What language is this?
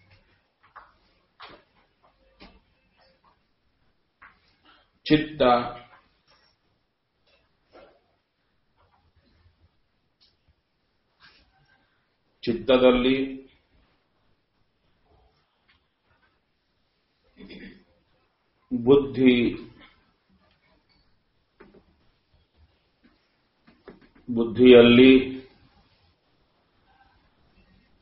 Kannada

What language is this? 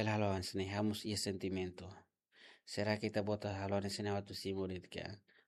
Tetum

